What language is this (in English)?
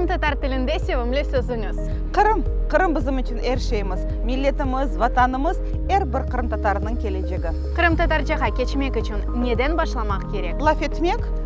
Crimean Tatar